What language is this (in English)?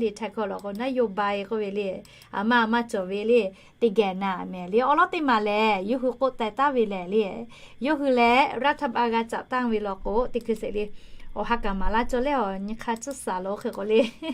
Lahu